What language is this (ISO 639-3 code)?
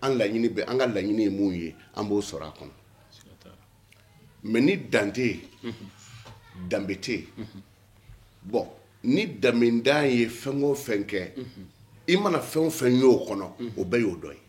bam